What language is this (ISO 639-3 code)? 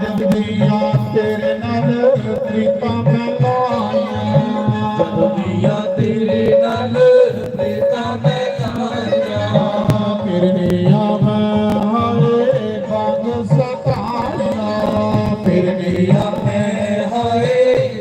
doi